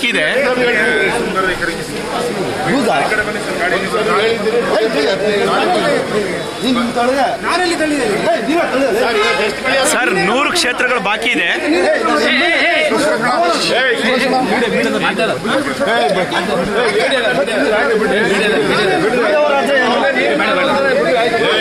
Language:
Kannada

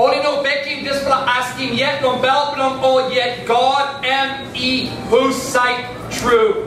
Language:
Tok Pisin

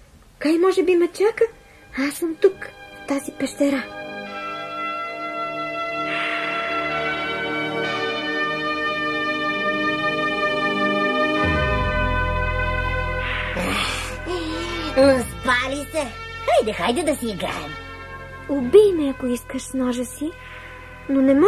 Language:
Bulgarian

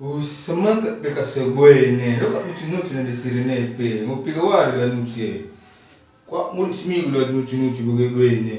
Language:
Batak Karo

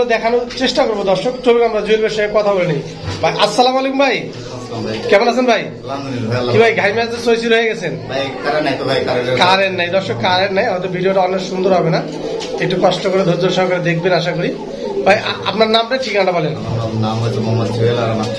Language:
Bangla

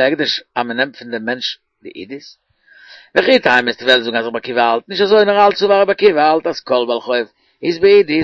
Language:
Yiddish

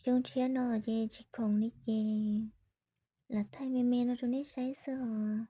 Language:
Hmong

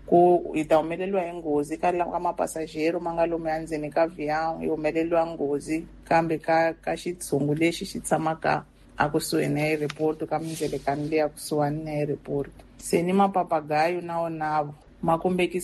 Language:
Tsonga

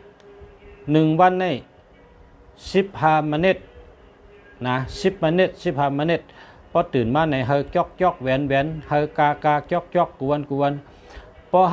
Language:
Shan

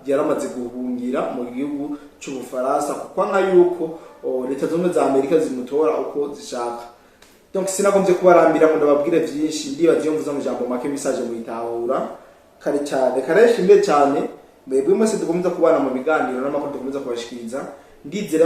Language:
Rundi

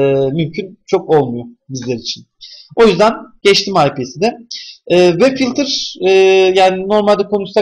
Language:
Turkish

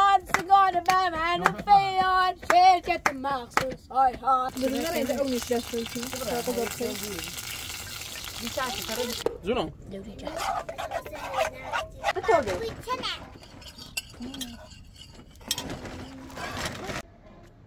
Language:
Persian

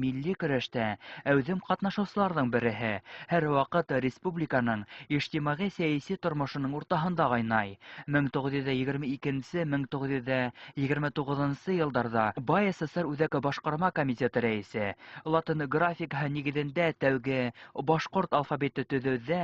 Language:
Bashkir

